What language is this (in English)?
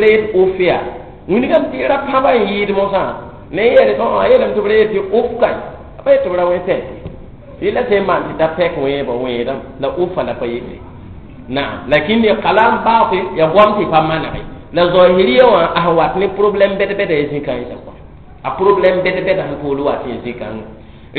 Mossi